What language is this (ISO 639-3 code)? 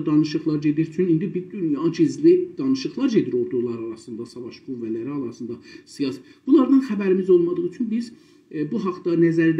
azb